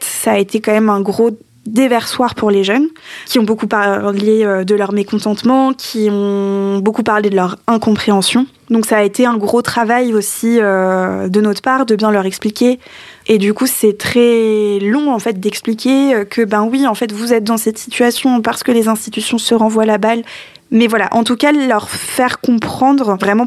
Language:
French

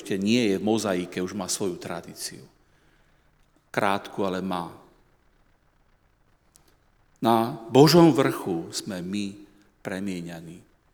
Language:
Slovak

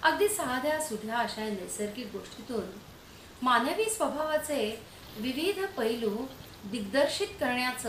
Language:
Marathi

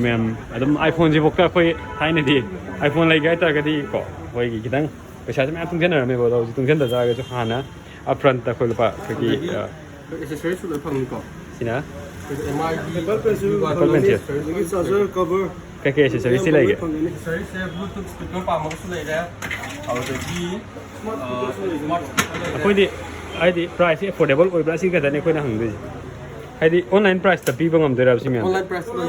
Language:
Manipuri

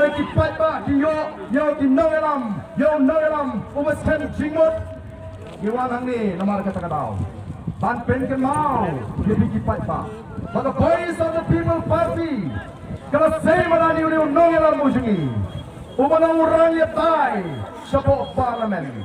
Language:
Khasi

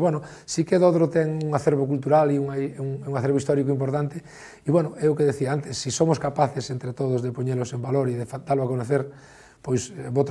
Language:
Galician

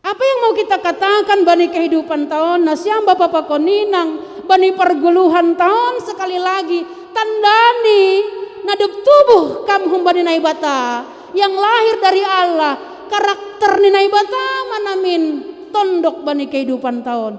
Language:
Batak Simalungun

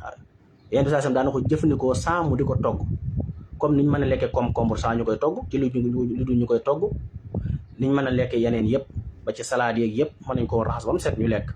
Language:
Wolof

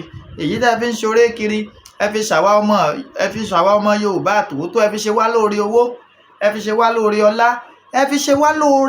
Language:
Yoruba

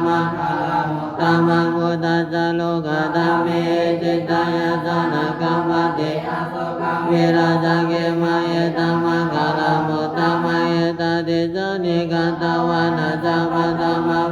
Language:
Pali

